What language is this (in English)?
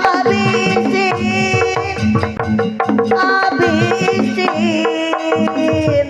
Betawi